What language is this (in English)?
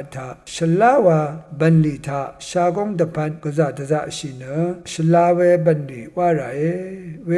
Rawang